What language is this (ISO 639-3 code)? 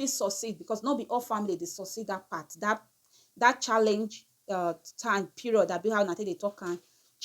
pcm